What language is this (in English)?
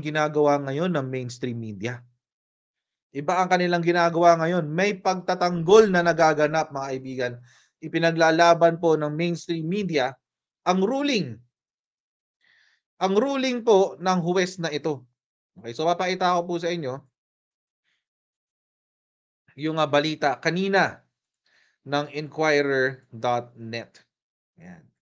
Filipino